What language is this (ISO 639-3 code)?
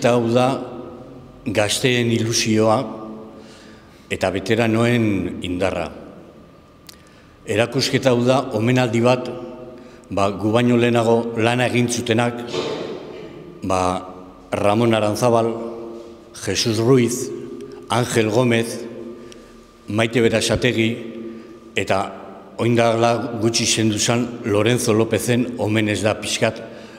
eus